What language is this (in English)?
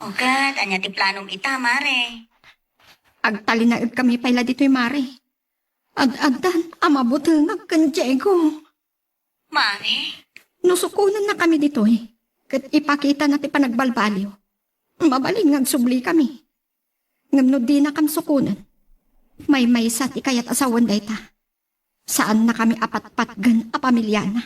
Iloko